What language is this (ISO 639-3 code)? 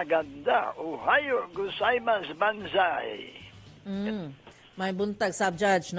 ceb